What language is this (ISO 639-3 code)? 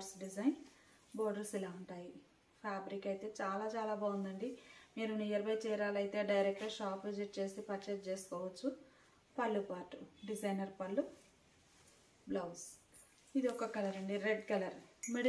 tel